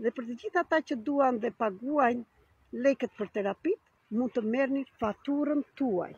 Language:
Albanian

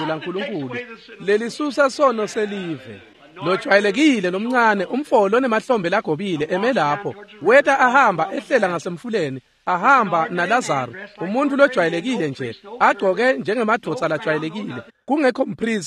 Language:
Swati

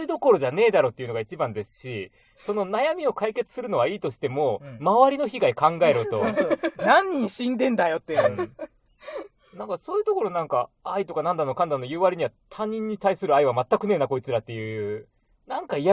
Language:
Japanese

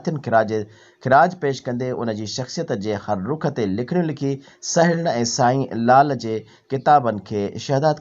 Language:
Sindhi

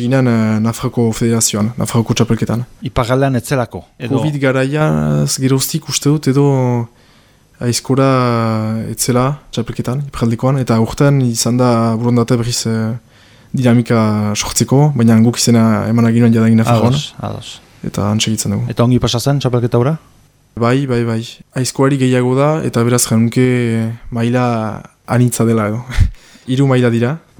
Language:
Basque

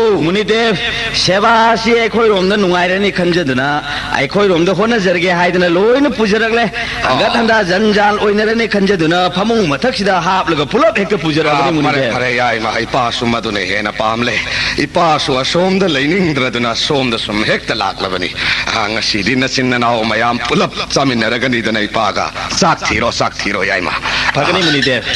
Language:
Manipuri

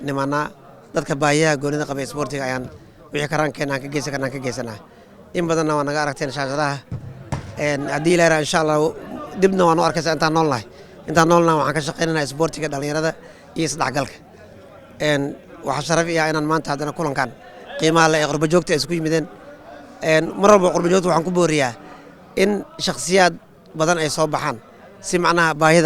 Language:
Somali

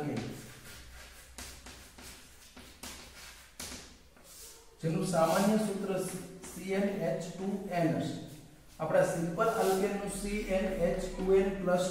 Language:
Gujarati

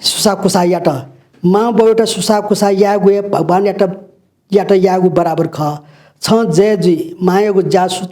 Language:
Newari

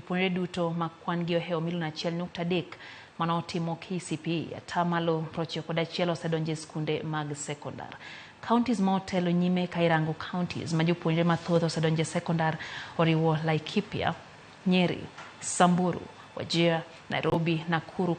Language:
Luo (Kenya and Tanzania)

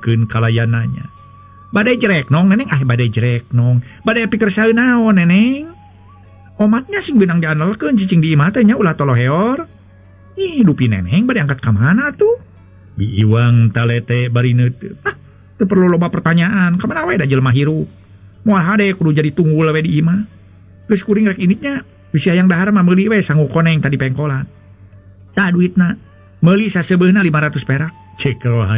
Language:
Sundanese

